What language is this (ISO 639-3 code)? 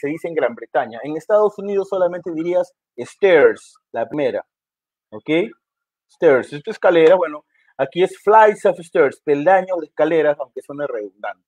spa